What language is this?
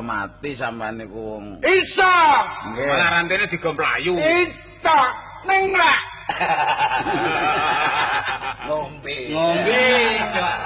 Javanese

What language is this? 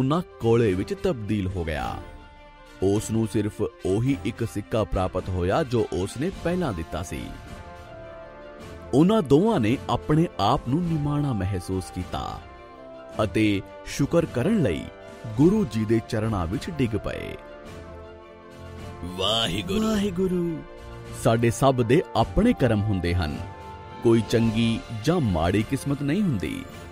Punjabi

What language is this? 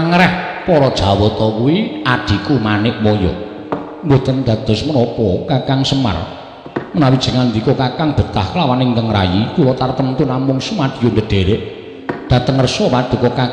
Javanese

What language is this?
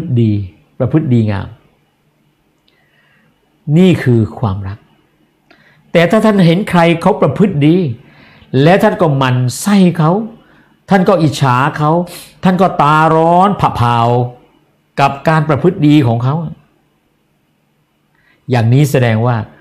Thai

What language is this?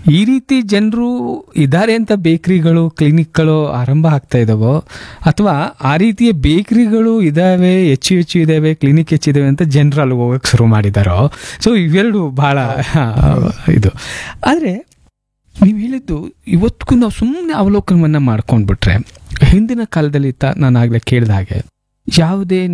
Kannada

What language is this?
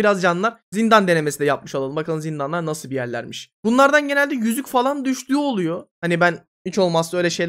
Turkish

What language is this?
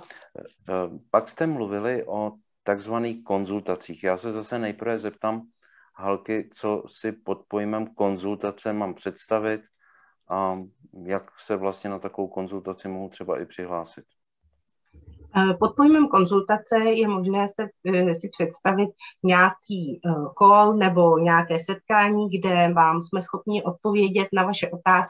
Czech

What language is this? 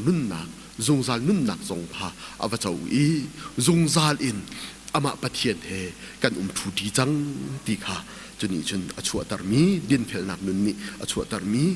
Hakha Chin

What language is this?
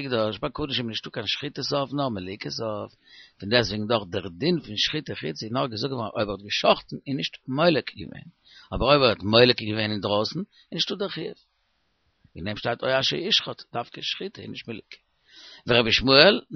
Yiddish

